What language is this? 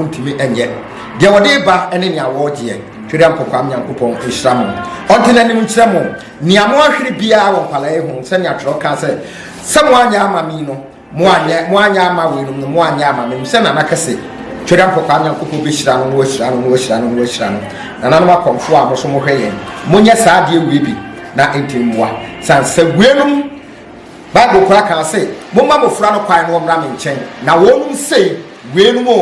Akan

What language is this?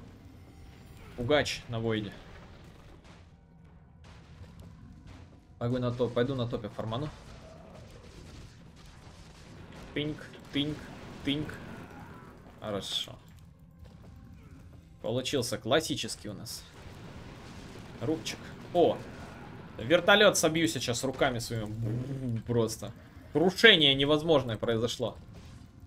Russian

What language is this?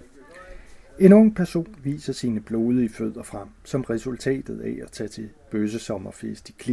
Danish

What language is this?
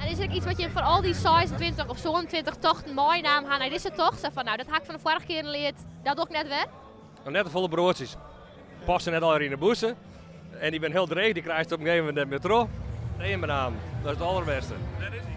Western Frisian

